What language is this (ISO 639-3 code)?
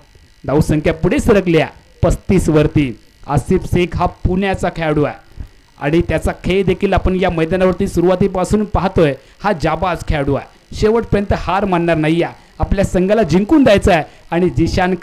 mar